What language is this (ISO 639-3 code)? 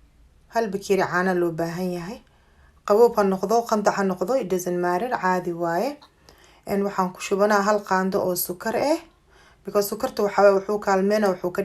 som